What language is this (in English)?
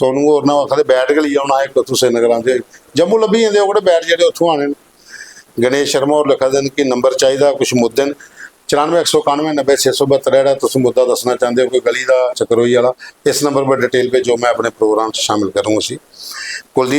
Dogri